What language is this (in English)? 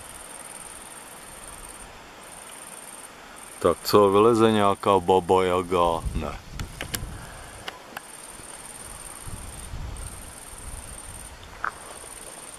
Czech